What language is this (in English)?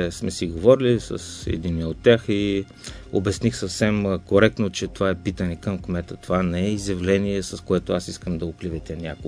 Bulgarian